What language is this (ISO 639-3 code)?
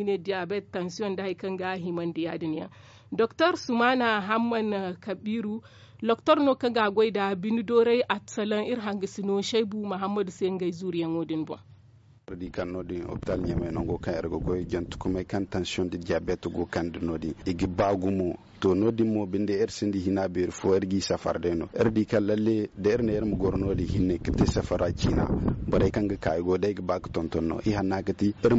dje